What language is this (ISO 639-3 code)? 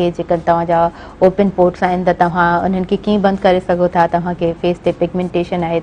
snd